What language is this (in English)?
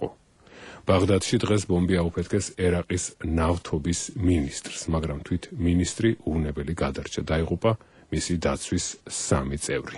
Georgian